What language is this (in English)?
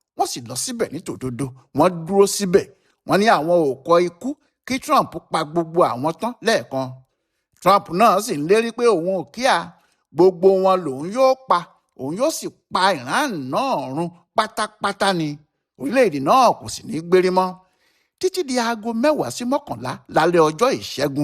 Yoruba